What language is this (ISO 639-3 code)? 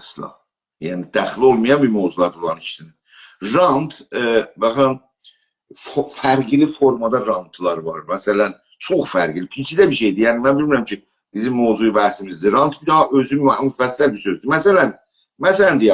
azb